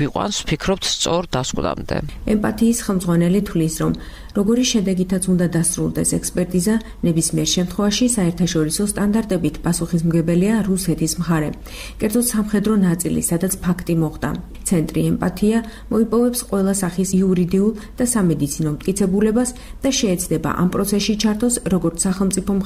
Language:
Georgian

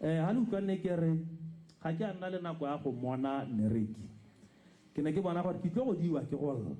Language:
Tswana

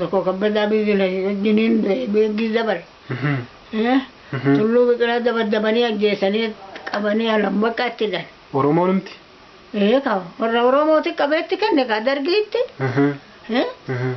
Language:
Oromo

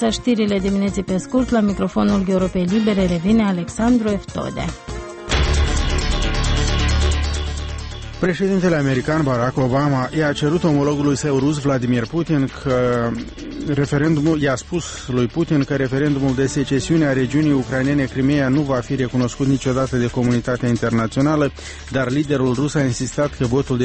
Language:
Romanian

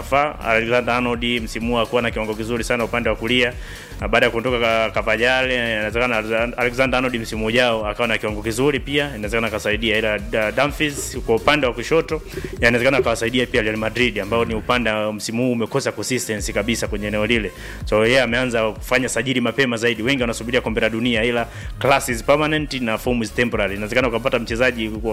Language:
Swahili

